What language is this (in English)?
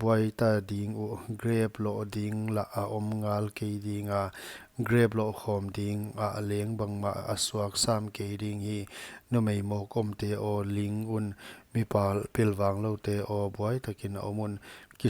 Paite Chin